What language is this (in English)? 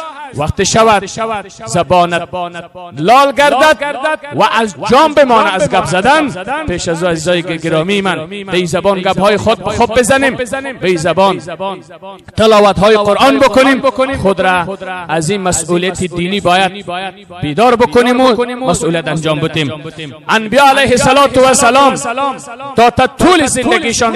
Persian